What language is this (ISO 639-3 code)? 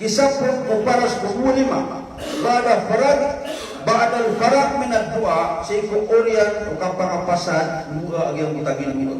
mrw